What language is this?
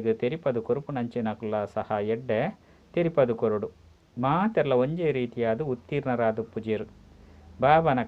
Tulu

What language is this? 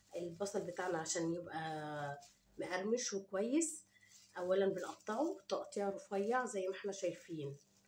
Egyptian Arabic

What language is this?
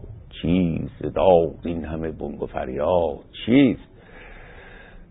Persian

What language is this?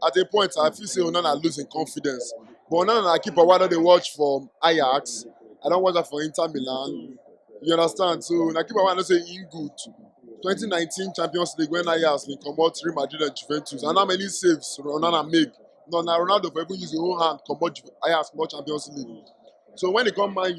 Nigerian Pidgin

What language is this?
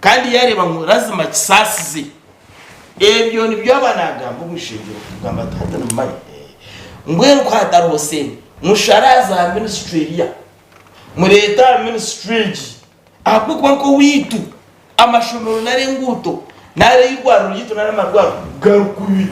Nyankole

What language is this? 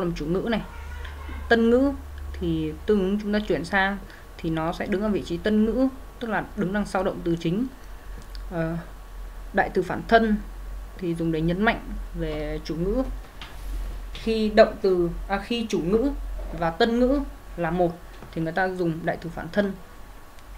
Vietnamese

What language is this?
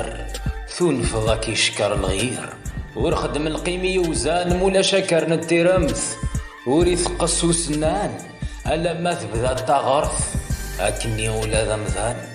Kabyle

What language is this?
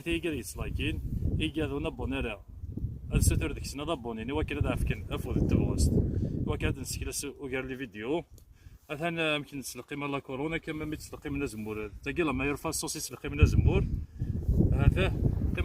Kabyle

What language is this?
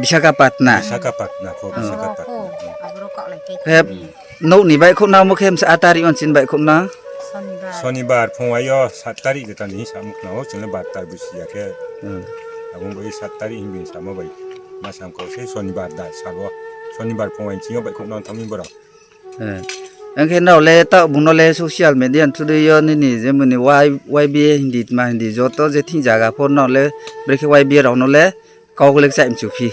Riang (India)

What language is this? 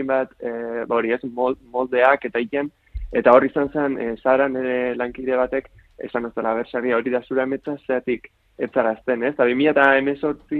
Basque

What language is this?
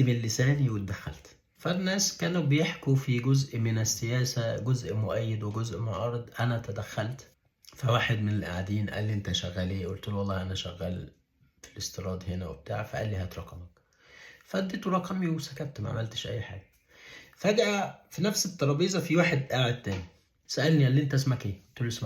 Egyptian Arabic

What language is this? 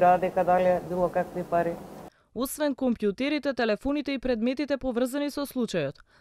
Macedonian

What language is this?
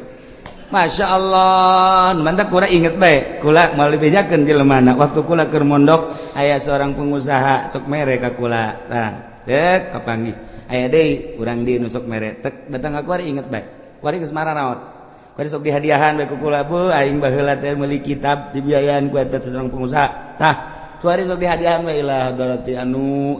Sundanese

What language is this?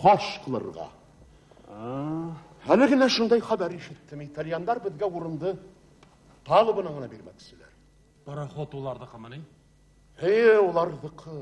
Bashkir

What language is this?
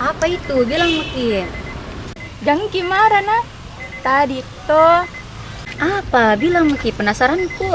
Makassar Malay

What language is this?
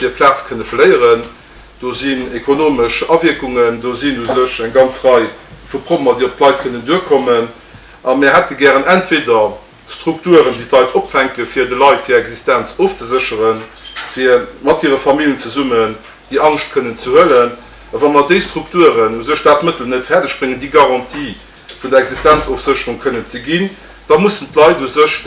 Luxembourgish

